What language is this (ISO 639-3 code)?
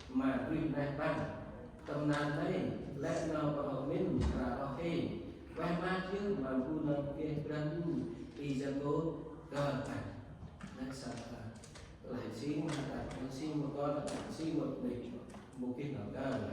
cmo